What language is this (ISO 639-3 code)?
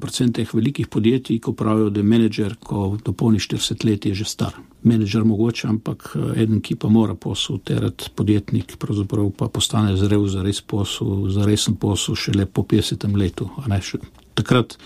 slv